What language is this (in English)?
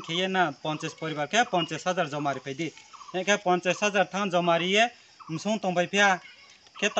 Riang (India)